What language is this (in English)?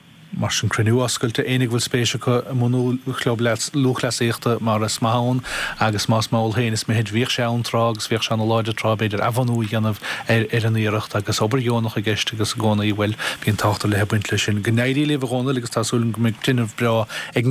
Irish